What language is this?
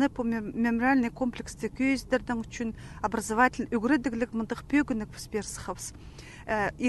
Khakas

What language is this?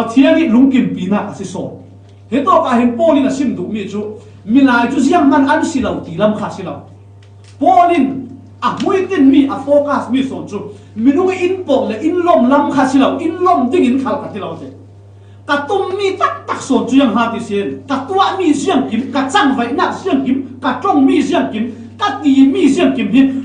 Falam Chin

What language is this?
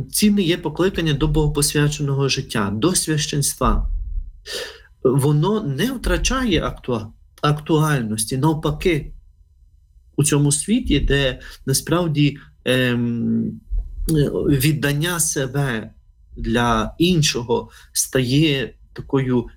Ukrainian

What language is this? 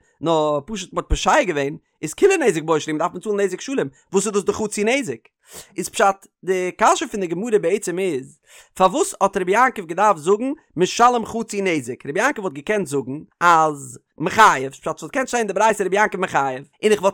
Yiddish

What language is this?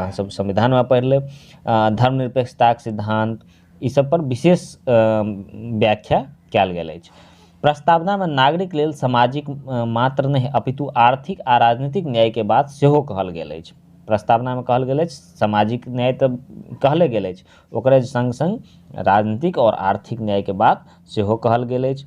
Maithili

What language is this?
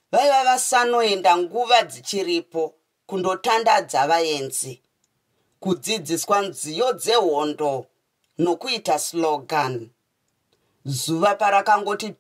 Shona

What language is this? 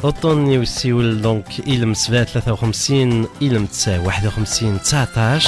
Kabyle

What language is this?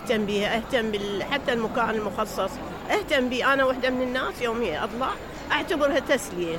Mesopotamian Arabic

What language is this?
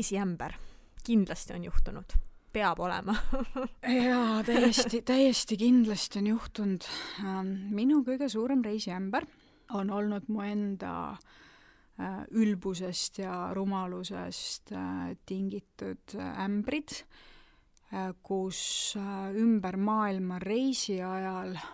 Estonian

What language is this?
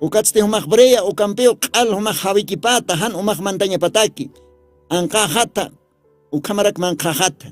Aymara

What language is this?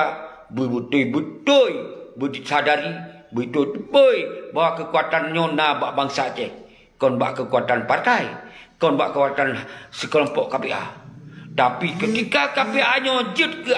Achinese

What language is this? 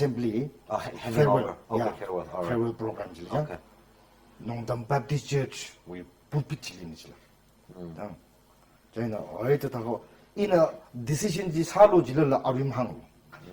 Tangkhul Naga (India)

